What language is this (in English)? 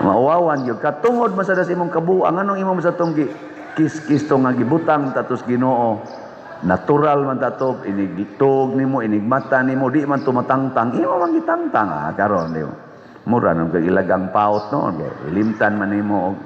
Cebuano